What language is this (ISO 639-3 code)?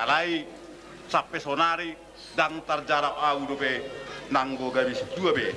bbc